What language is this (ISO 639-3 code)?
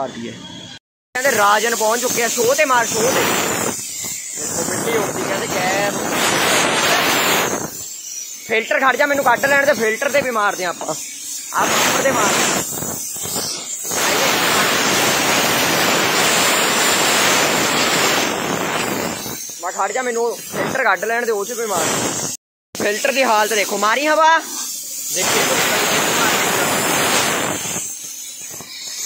pan